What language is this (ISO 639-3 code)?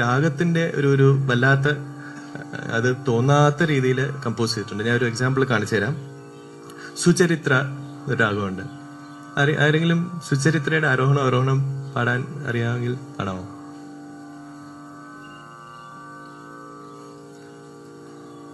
mal